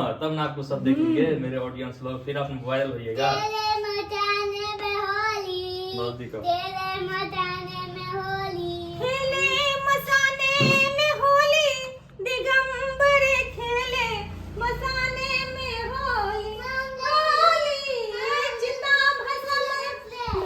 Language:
Maithili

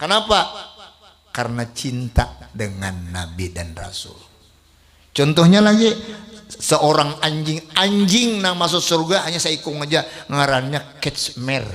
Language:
Banjar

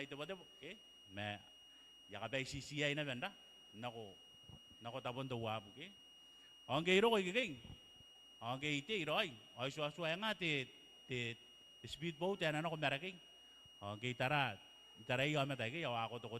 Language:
Gilbertese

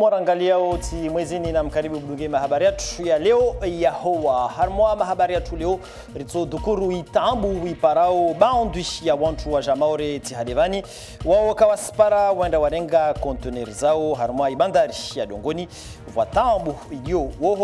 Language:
Comorian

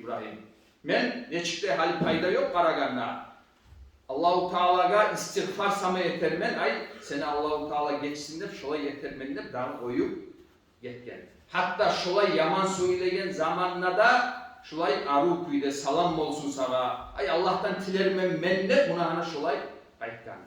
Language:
Kumyk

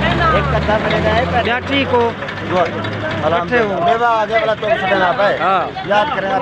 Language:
Saraiki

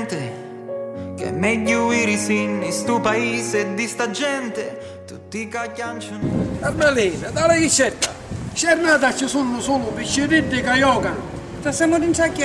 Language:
Sicilian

